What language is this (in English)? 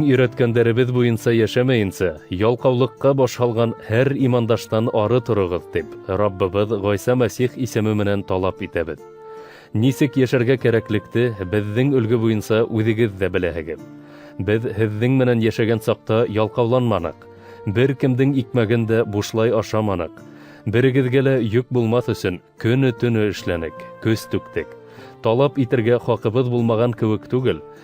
Bashkir